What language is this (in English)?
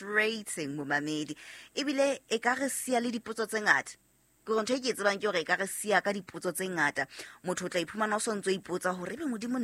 Southern Sotho